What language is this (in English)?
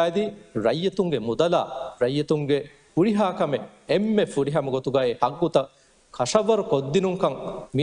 Divehi